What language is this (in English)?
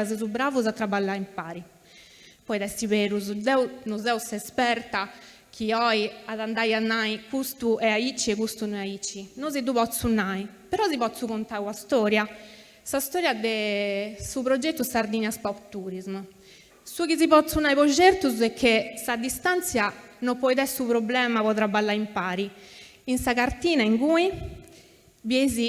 Sardinian